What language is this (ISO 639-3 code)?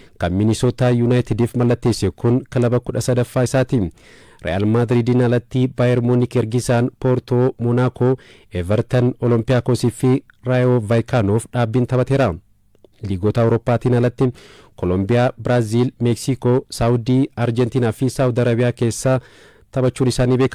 orm